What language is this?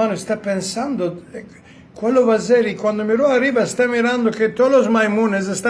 Ladino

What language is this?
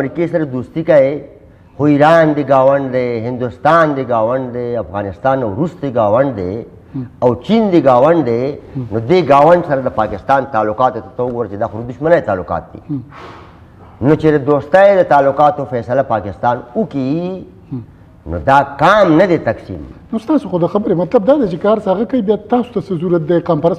Pashto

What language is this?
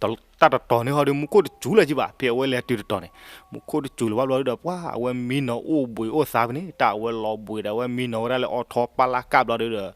S'gaw Karen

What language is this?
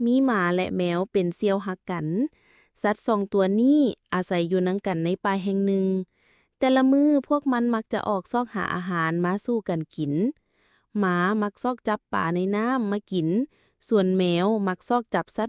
Lao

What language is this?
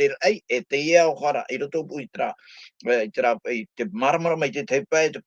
Tahitian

